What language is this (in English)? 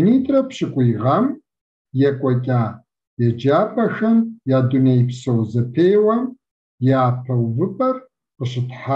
Kabardian